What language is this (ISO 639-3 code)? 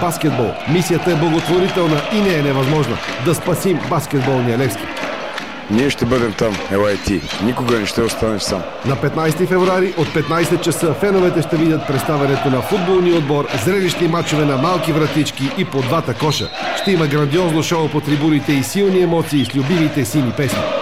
bul